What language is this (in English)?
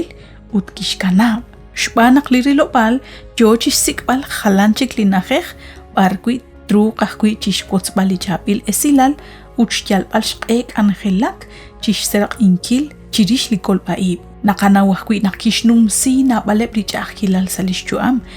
Kekchí